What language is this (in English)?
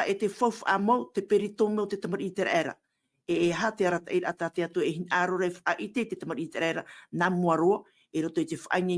Tahitian